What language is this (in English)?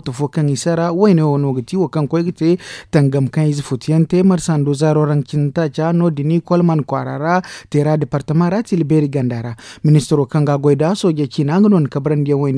Zarma